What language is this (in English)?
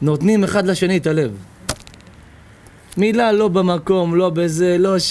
Hebrew